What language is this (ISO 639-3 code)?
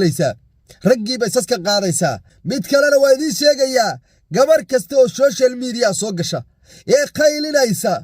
som